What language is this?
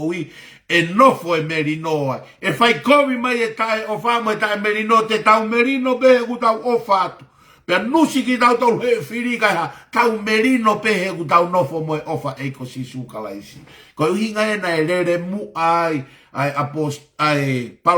Tongan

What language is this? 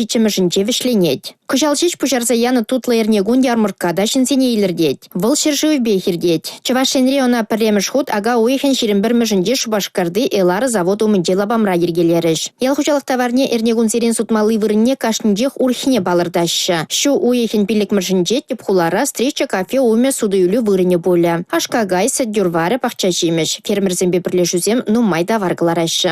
Chuvash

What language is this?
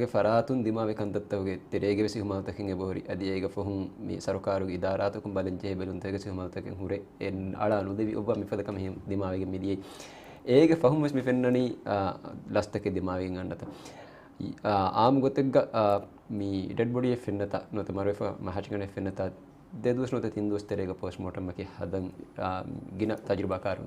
Divehi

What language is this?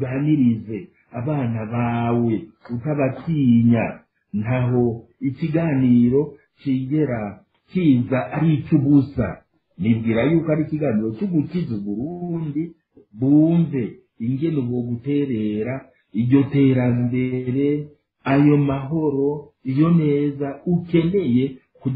Rundi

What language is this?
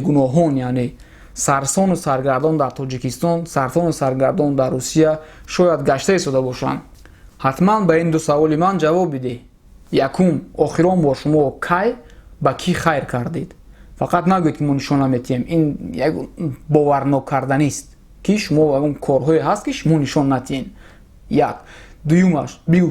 Tajik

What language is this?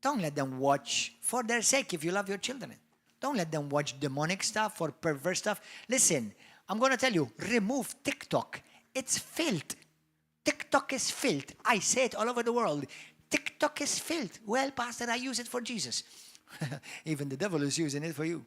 English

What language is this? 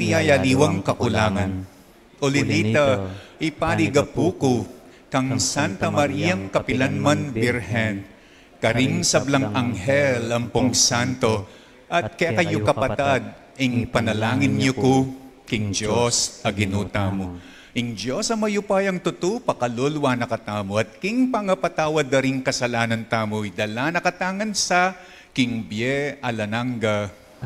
Pampanga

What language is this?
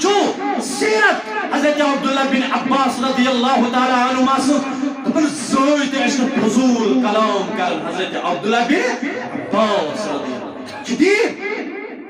Kashmiri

